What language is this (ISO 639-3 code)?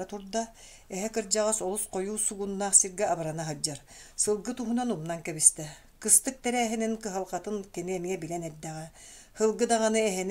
sah